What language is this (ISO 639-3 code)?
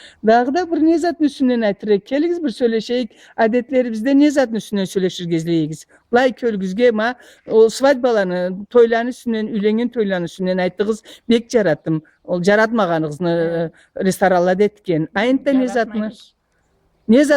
krc